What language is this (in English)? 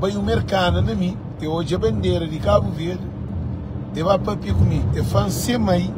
Kabuverdianu